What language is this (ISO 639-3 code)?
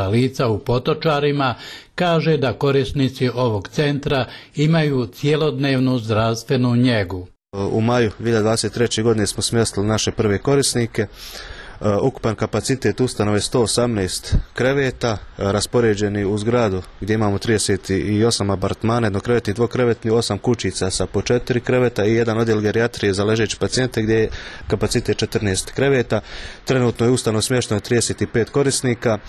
bos